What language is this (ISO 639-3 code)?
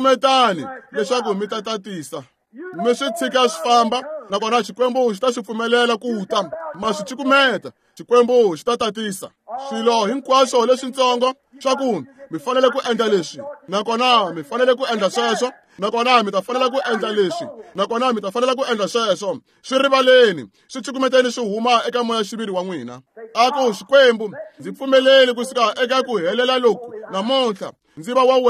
tso